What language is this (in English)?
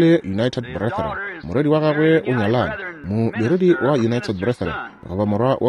Northern Sotho